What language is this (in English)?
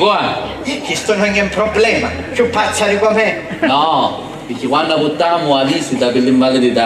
Sicilian